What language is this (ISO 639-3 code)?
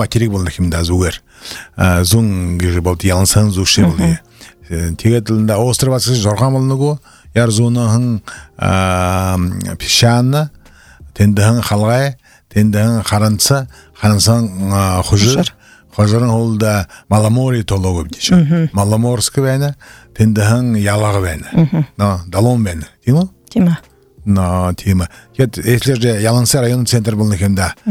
bua